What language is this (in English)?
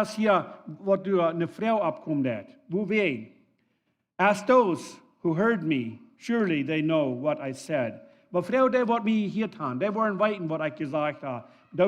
Plautdietsch